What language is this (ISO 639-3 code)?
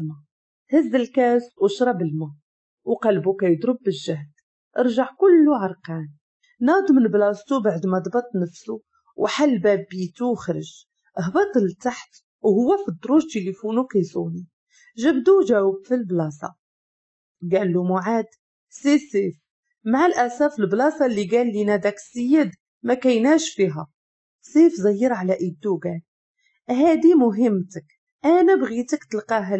ary